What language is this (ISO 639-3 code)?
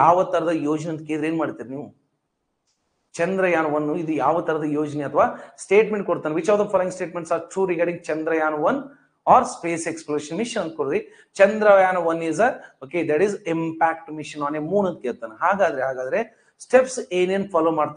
kan